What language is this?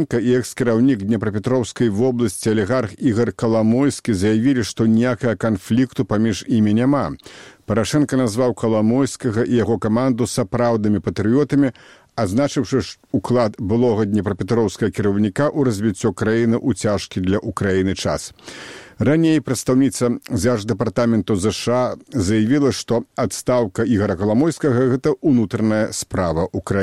Belarusian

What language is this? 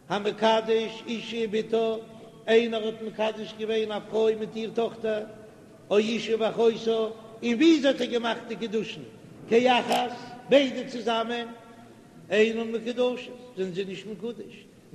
Yiddish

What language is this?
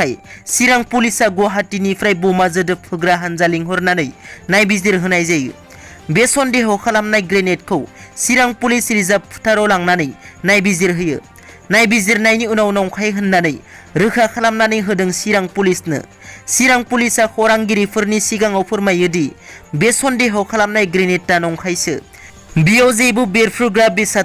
Bodo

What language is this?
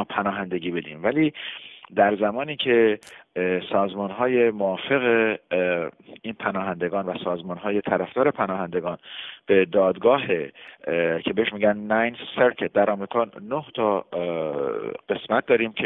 Persian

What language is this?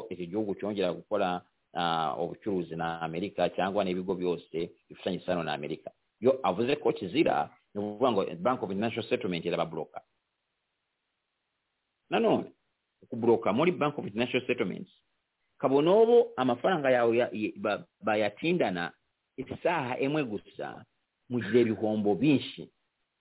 Kinyarwanda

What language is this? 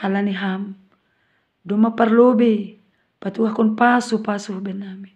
Batak Simalungun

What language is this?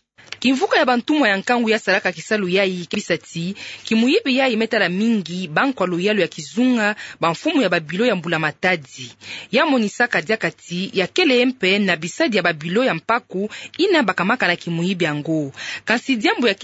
Kituba (Democratic Republic of Congo)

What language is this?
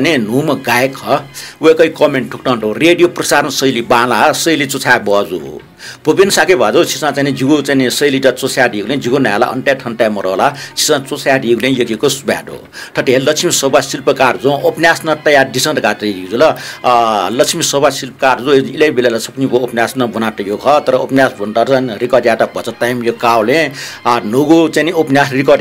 Newari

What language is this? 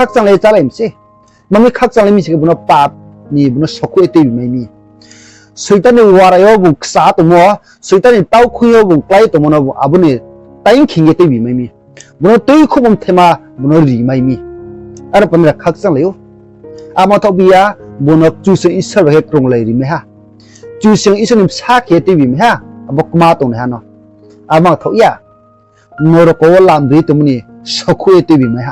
Riang (India)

